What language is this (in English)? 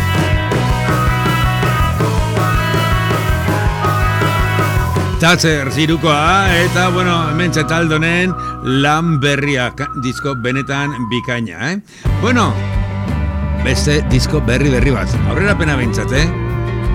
Basque